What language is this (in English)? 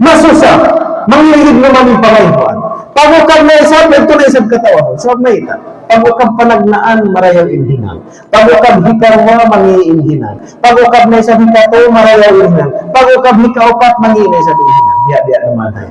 Tausug